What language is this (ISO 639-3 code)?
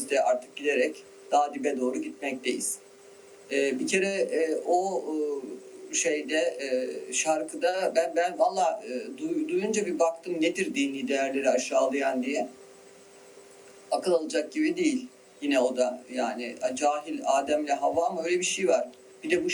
tur